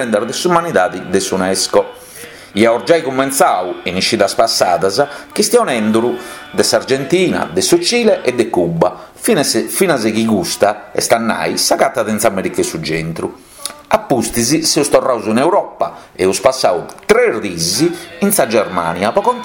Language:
Sardinian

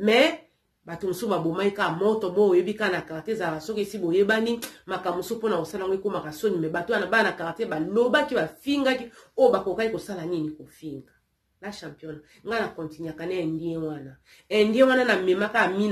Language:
Lingala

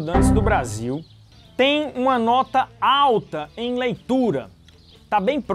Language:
Portuguese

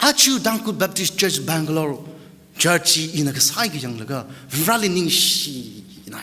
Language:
Tangkhul Naga (India)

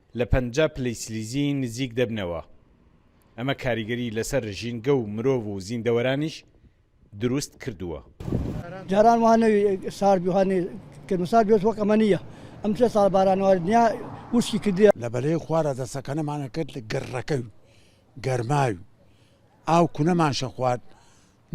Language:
Central Kurdish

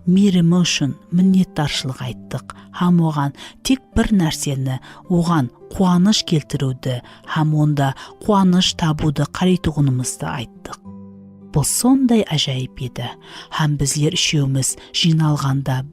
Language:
Kara-Kalpak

